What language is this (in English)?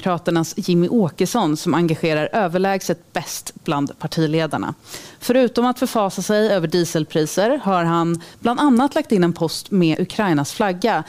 Swedish